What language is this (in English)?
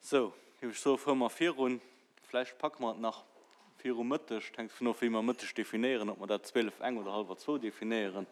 Luxembourgish